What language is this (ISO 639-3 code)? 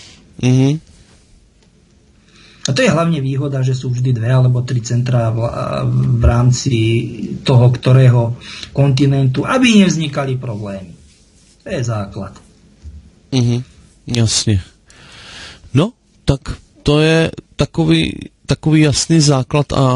slk